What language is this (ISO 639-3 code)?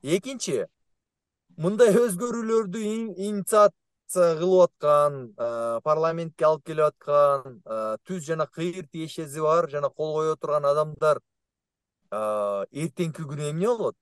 kir